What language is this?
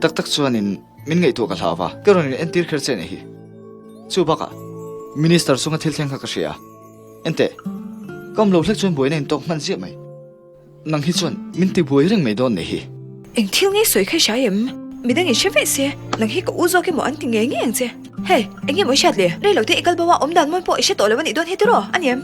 Mizo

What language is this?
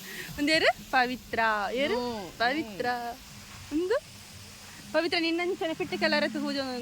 Tulu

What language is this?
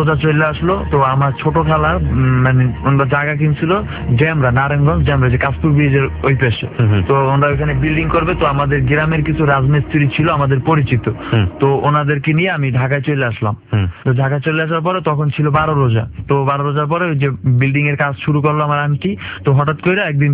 Bangla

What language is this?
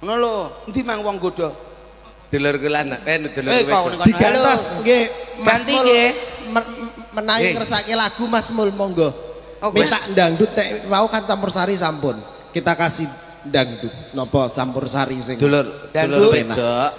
Javanese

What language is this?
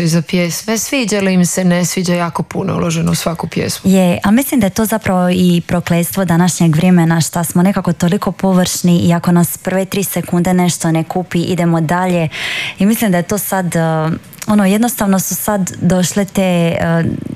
Croatian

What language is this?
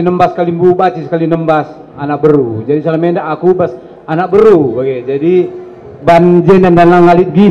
Batak Karo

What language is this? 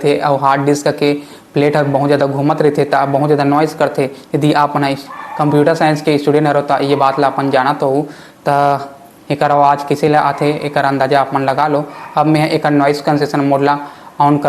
Chhattisgarhi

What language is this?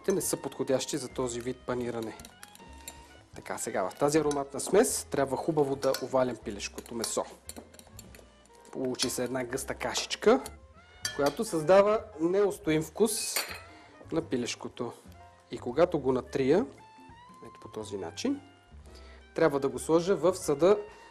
Bulgarian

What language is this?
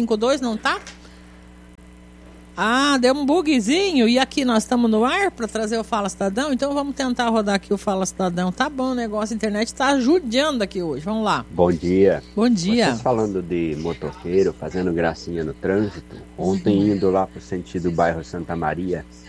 Portuguese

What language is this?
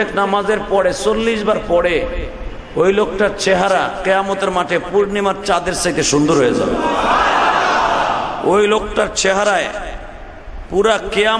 Bangla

